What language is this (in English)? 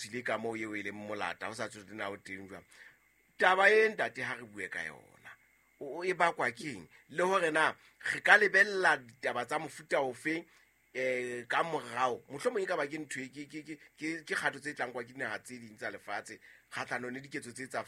Southern Sotho